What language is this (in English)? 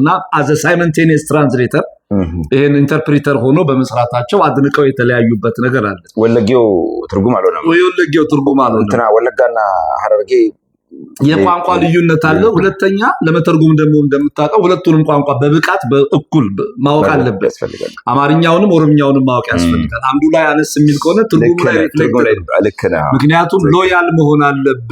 Amharic